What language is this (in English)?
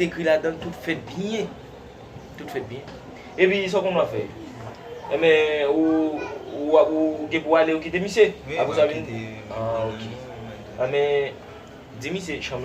Haitian Creole